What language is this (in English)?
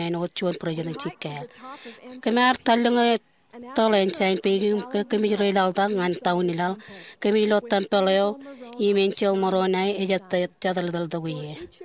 Marshallese